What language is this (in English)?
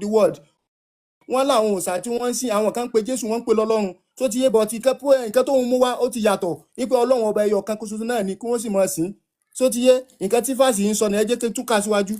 Yoruba